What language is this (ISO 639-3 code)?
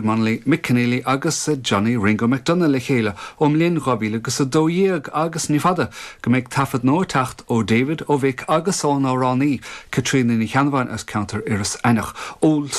gle